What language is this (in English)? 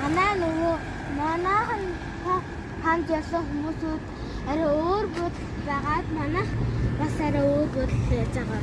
Mongolian